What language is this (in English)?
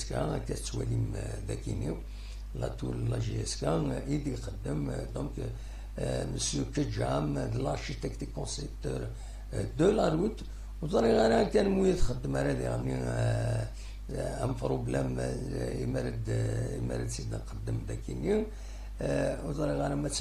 Kabyle